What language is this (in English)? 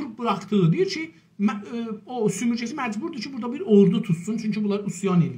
South Azerbaijani